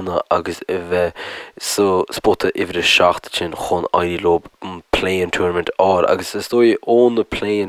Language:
Irish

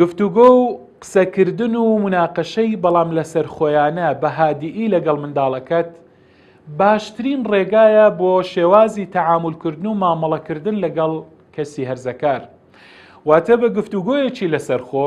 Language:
Central Kurdish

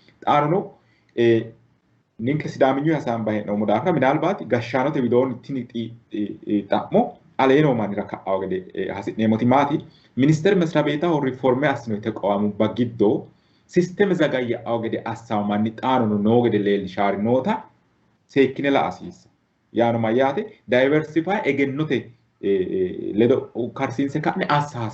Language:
Sidamo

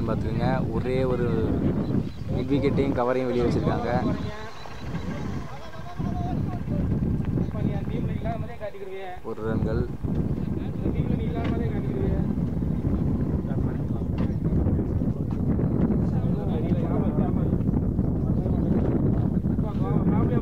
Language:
Tamil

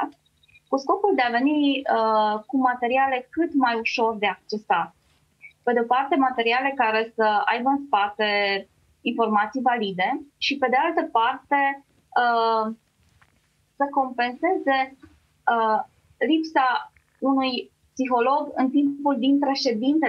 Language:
Romanian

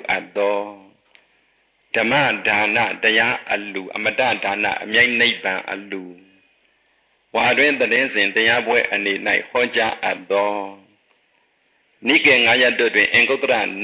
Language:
Burmese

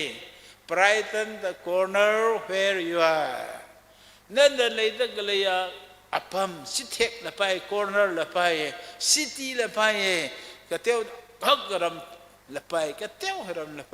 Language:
Tangkhul Naga (India)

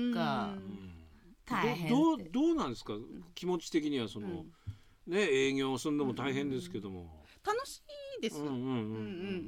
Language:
Japanese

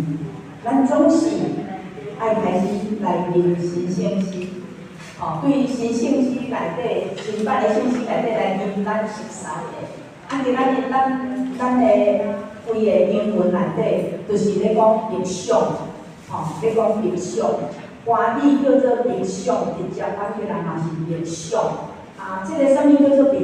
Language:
Min Nan Chinese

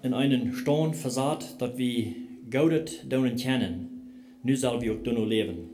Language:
Plautdietsch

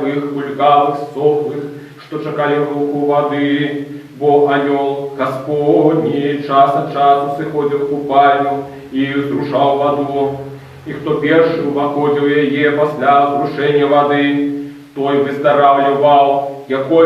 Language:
Belarusian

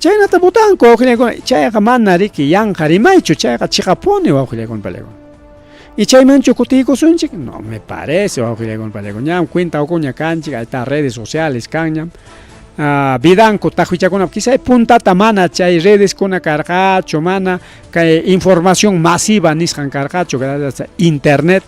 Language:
Ayacucho Quechua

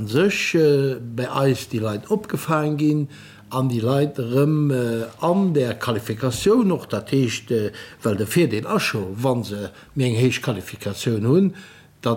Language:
Luxembourgish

